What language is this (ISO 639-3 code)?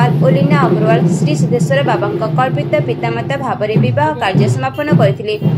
ori